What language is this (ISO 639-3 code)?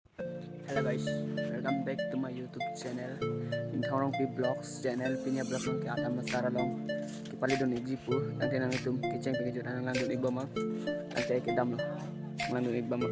mjw